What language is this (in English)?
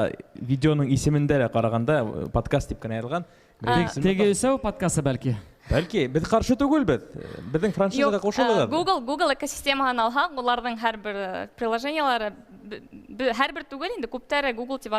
Bashkir